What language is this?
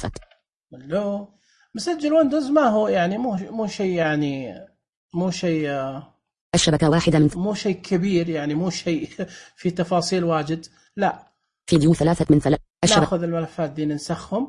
Najdi Arabic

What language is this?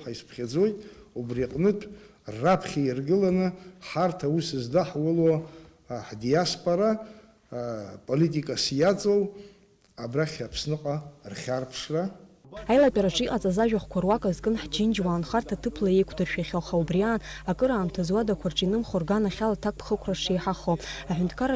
Abkhazian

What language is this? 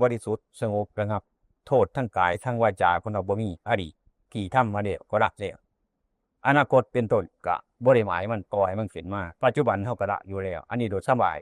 Northeastern Thai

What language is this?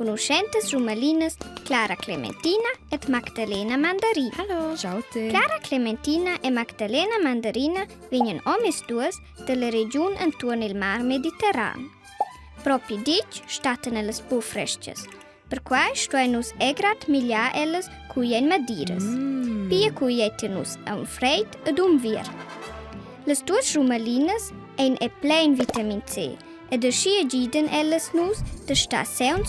Romansh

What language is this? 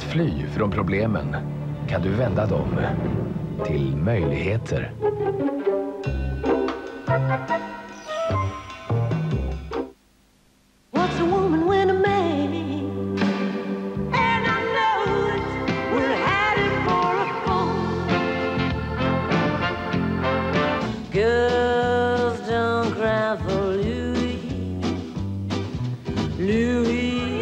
Swedish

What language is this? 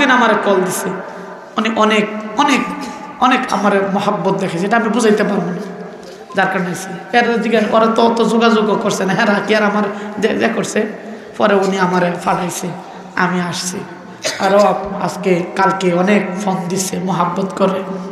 Sylheti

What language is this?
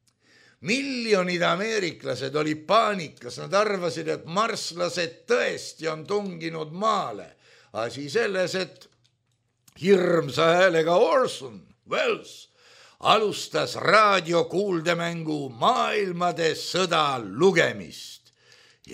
Estonian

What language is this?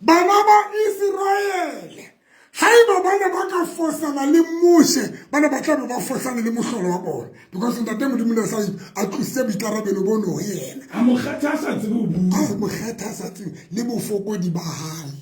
Southern Sotho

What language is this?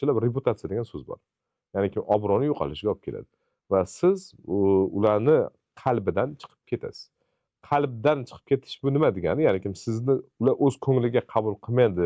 Uzbek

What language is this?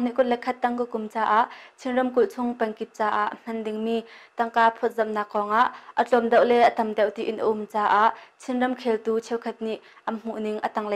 Hakha Chin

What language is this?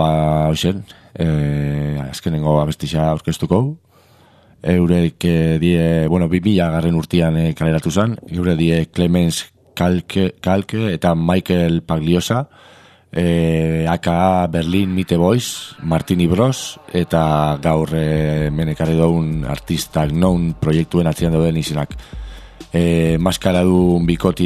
Basque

